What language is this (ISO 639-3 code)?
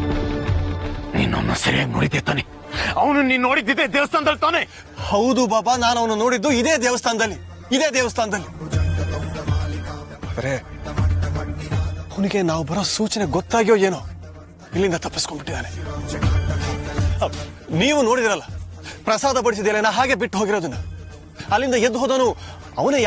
kan